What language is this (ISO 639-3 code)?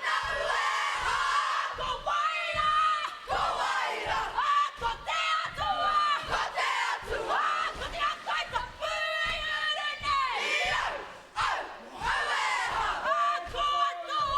mri